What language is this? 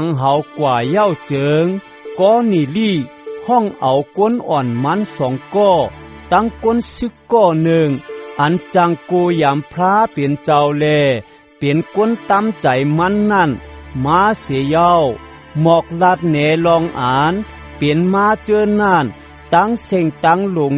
Shan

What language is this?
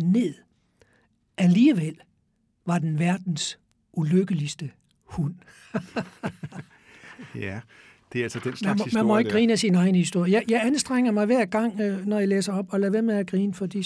Danish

